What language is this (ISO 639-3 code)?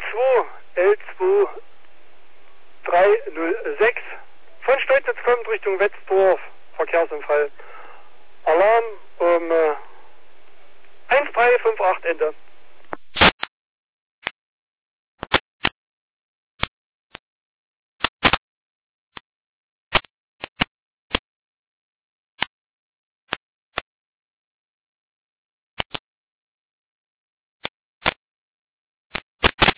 deu